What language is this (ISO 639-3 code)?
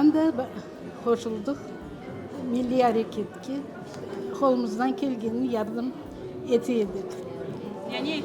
crh